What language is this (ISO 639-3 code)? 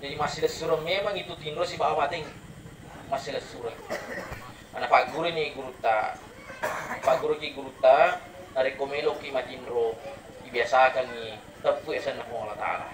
bug